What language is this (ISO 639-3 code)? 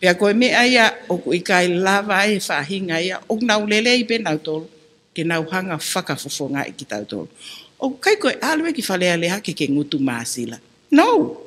ton